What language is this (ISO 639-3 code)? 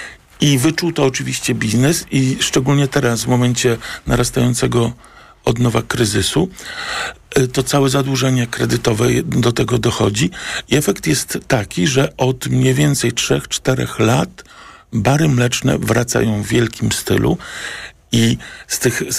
pol